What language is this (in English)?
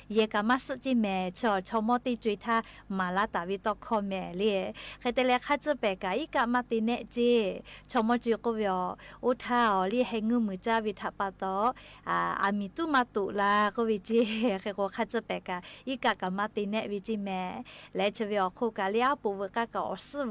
Lahu